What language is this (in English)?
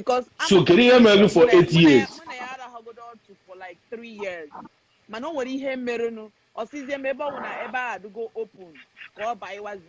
Igbo